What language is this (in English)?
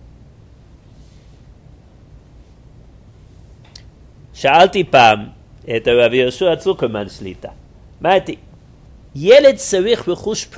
Hebrew